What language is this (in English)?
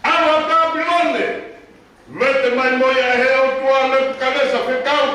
Tongan